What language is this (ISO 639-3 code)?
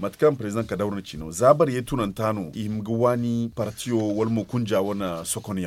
dje